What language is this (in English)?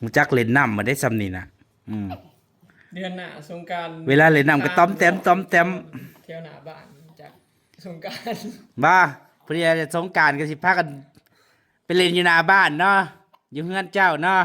Northeastern Thai